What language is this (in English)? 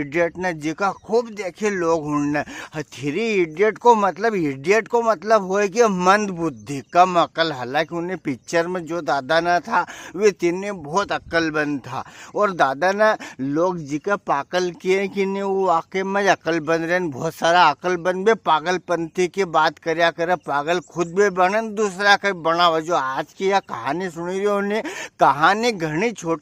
Rajasthani